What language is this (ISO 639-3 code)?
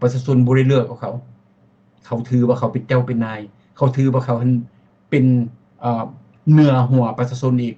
lao